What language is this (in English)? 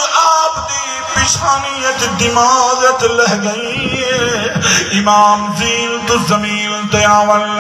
Saraiki